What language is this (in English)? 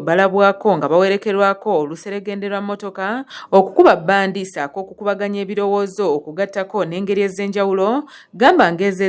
Ganda